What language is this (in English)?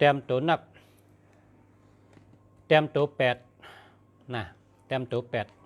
Shan